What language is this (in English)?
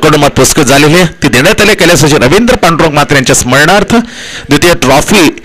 Marathi